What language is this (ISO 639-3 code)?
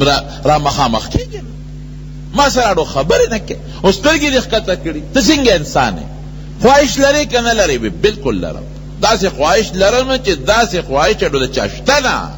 pus